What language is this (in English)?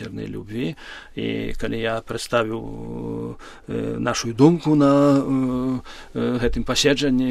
Belarusian